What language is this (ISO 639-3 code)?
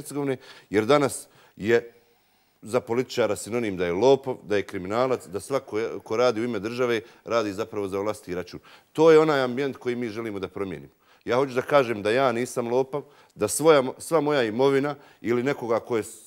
bos